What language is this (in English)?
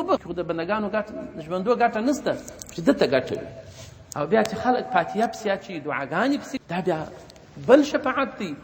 Pashto